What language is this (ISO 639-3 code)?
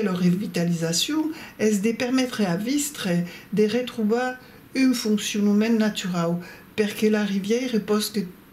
oci